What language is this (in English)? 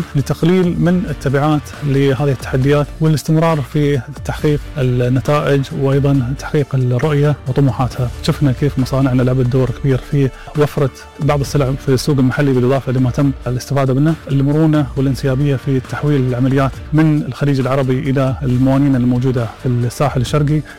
Arabic